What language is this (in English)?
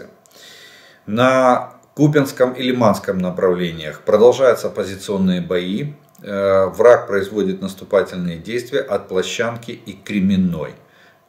Russian